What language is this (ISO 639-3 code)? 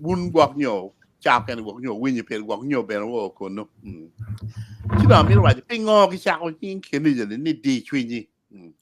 ach